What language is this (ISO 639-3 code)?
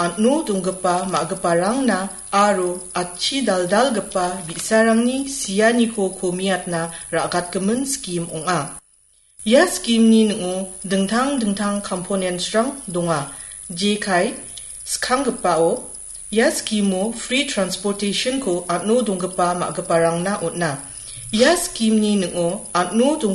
grt